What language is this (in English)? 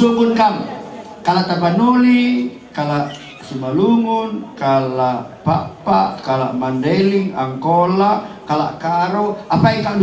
Batak Karo